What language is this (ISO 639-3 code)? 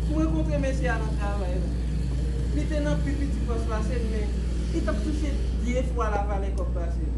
hat